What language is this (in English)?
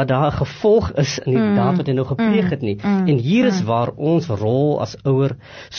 Afrikaans